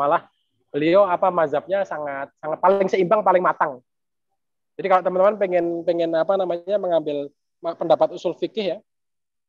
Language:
Indonesian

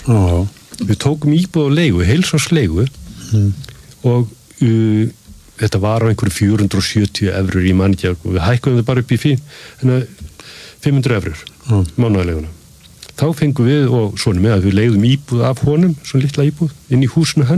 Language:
Icelandic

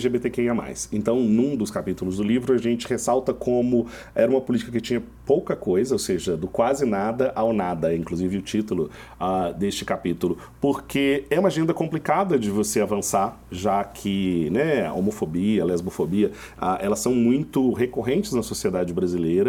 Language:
Portuguese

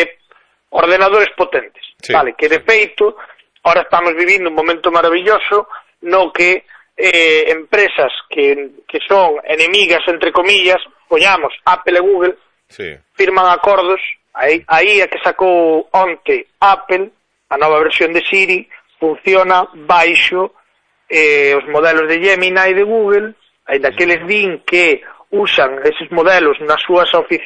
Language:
Galician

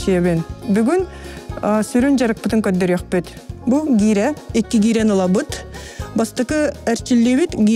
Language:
Yakut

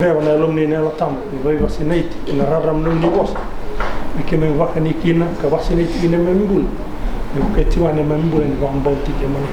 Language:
Fijian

